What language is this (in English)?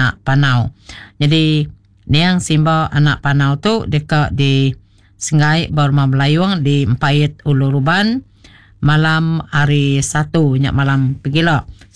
Iban